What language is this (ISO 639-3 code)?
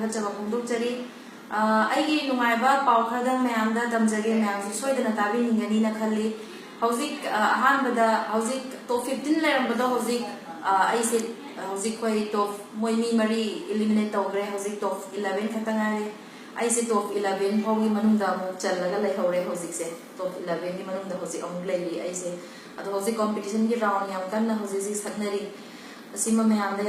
mni